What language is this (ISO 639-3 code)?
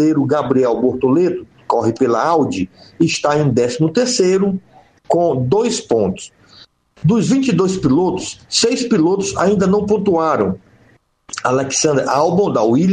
por